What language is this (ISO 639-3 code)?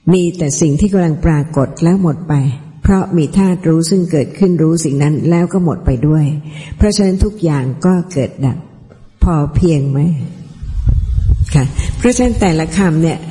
tha